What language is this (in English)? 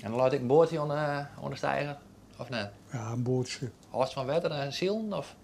Western Frisian